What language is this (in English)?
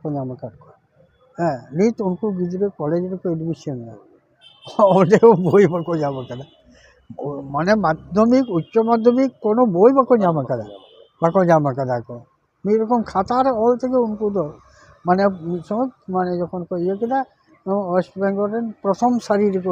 Santali